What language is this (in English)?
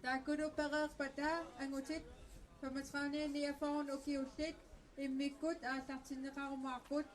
Kalaallisut